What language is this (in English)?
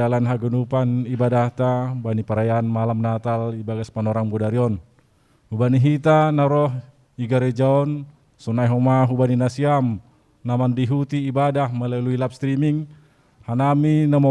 Batak Simalungun